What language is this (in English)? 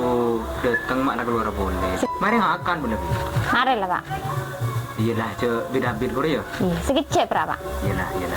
Madurese